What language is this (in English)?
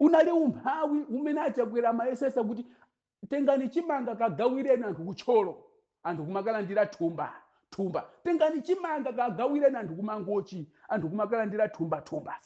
Nyanja